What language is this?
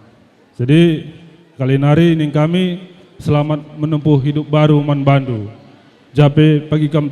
Batak Karo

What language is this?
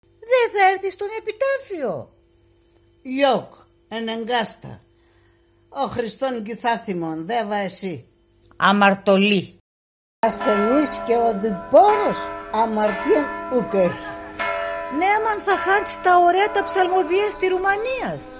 Pontic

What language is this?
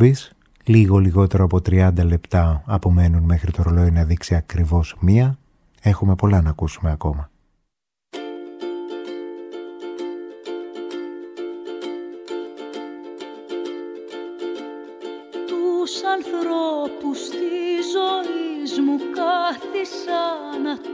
Greek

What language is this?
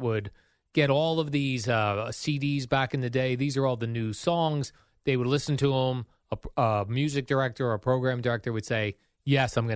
English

